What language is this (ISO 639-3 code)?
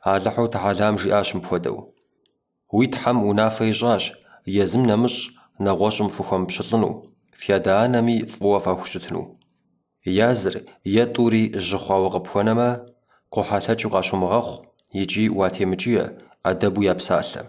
kbd